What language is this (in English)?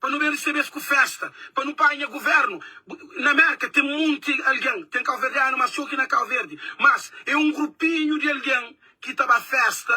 Kabuverdianu